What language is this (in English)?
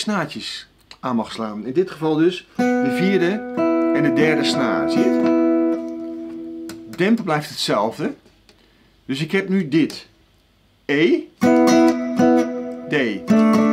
Dutch